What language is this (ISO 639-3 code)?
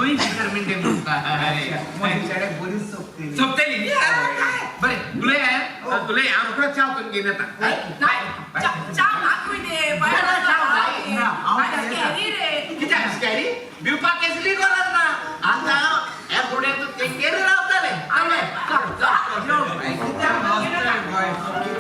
kok